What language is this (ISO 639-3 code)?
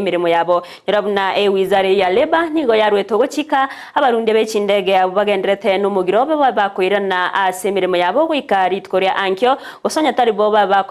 guz